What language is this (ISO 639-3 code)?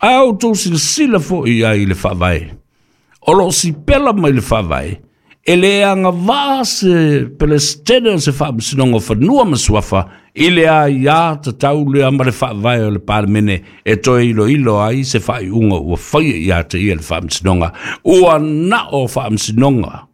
smo